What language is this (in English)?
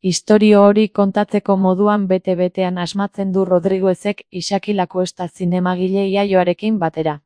Basque